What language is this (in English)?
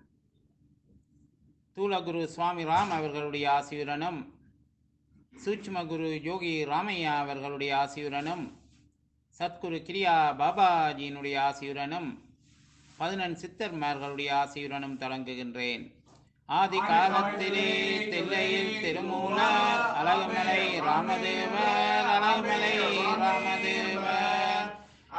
Tamil